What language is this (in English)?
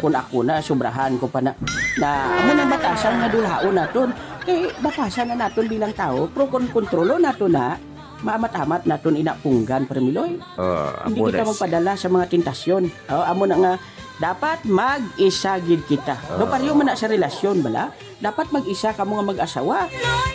Hiligaynon